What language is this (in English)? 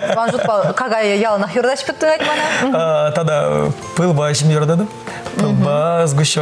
Chuvash